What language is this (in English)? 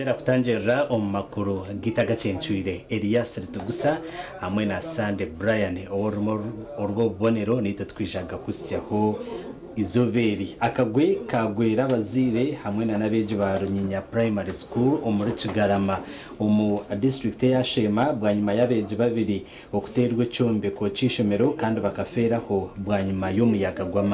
Nyankole